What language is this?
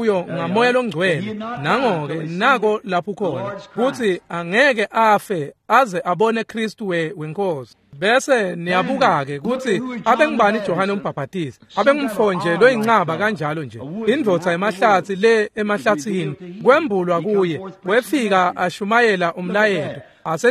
Swati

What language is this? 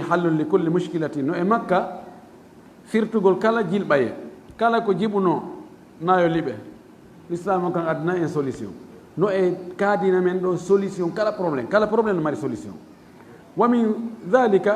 Fula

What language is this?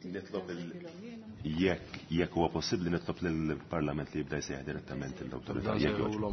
Maltese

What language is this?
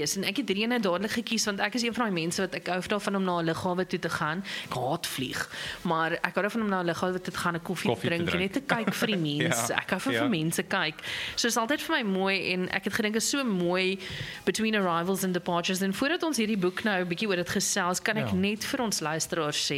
Afrikaans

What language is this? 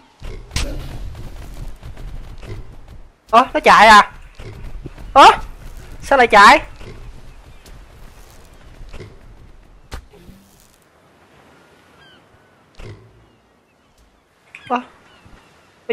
Vietnamese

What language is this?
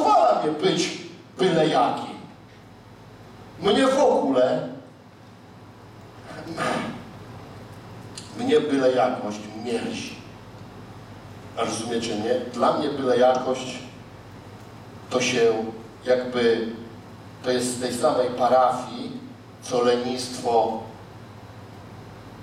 Polish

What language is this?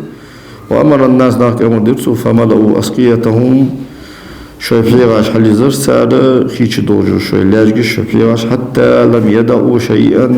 Ingush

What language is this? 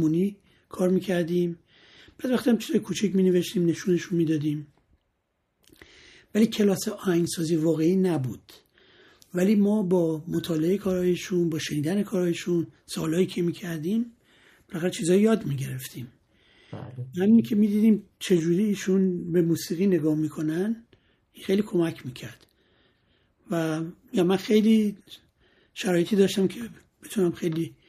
Persian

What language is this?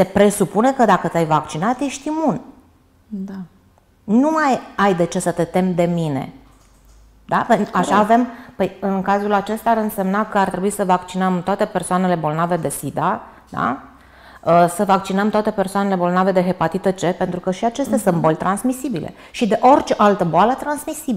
Romanian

